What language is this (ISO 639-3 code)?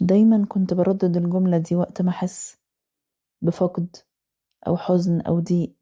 arz